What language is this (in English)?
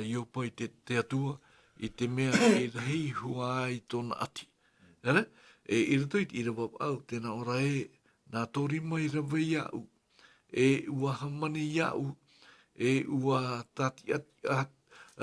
Tahitian